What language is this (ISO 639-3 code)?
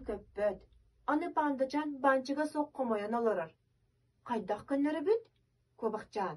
sah